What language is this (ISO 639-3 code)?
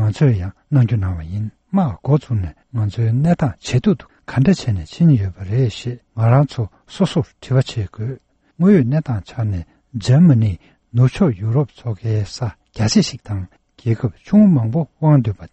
bod